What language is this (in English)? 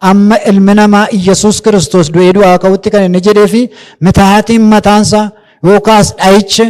Oromo